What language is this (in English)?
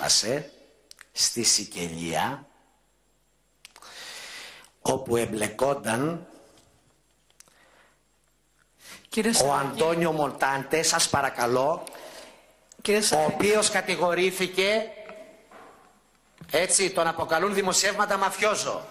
Greek